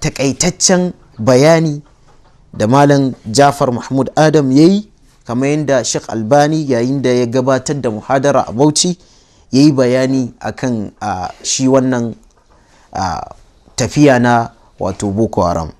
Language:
Hausa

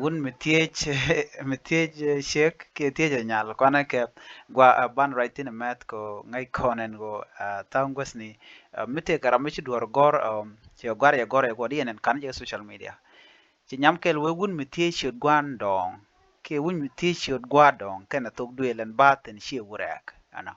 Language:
Nuer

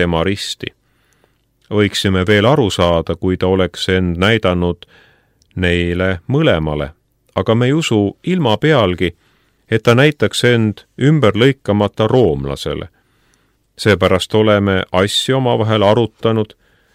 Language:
Estonian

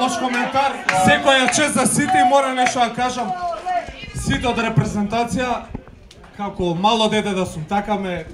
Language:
Macedonian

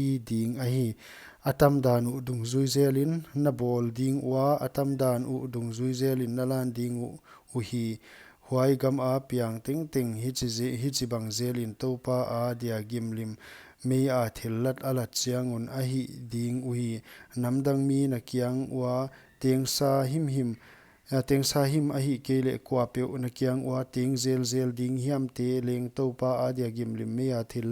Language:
Paite Chin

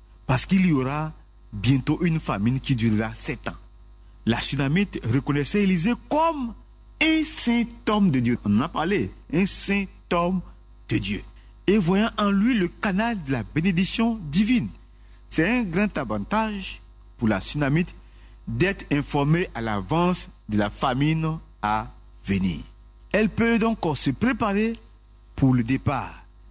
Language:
French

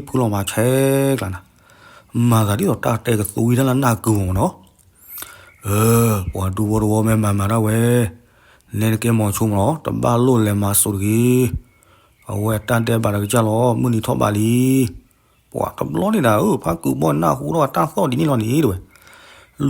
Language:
S'gaw Karen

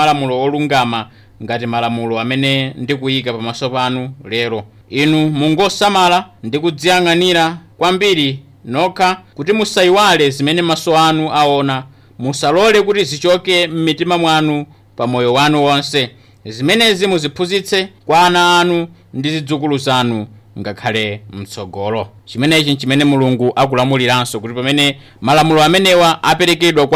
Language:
Nyanja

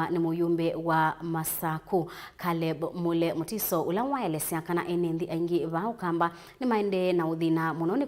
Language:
Kamba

